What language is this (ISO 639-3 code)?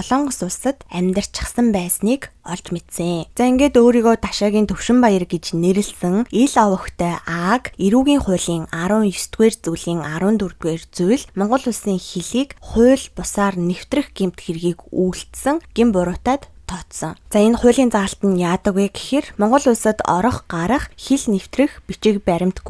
mon